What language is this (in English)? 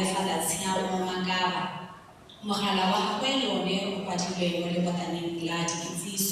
Tswana